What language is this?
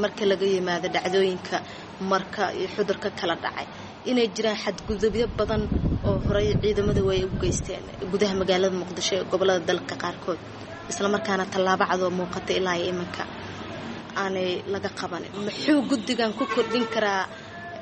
Somali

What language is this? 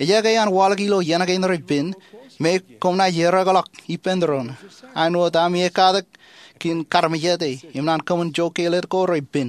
Marshallese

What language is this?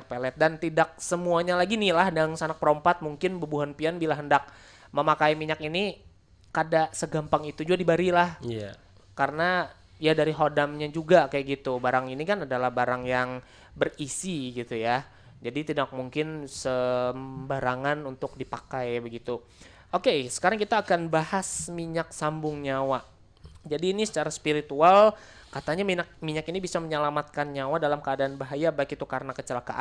Banjar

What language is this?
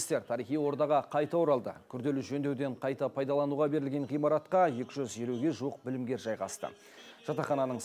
Kazakh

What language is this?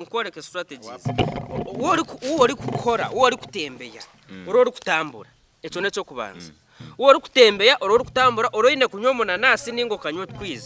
Nyankole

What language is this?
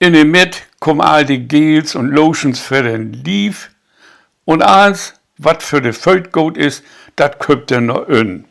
Low German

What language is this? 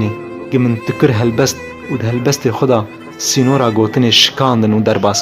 Kurdish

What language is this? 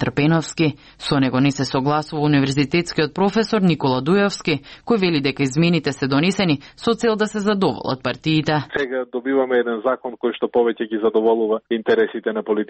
Macedonian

